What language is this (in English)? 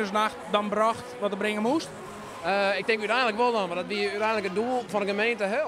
Western Frisian